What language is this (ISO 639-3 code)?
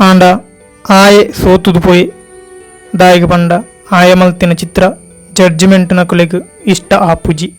tcy